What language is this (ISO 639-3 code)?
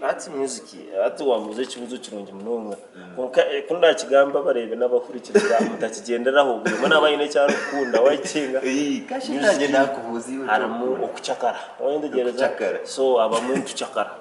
nyn